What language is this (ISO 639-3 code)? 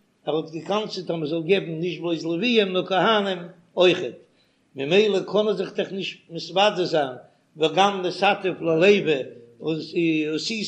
yid